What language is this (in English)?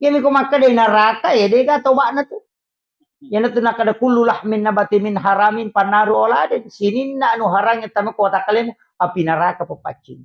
Buginese